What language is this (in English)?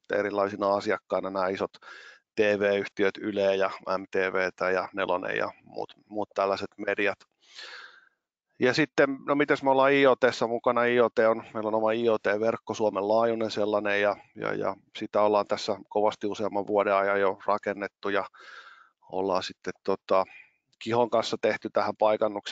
Finnish